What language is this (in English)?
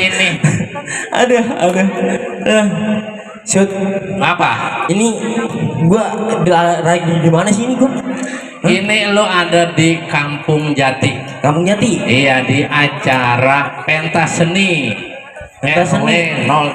Betawi